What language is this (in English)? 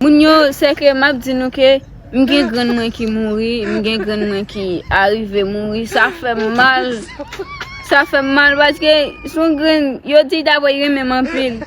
Haitian Creole